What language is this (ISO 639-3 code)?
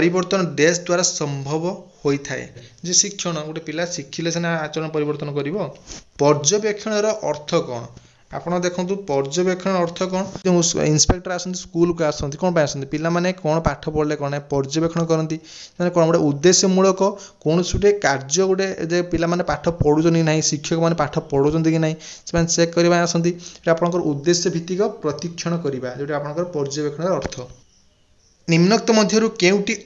ori